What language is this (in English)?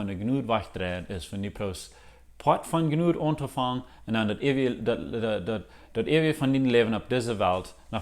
Plautdietsch